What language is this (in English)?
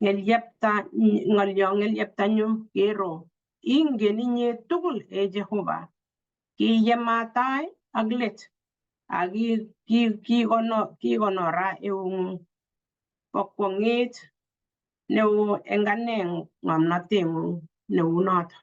Kalenjin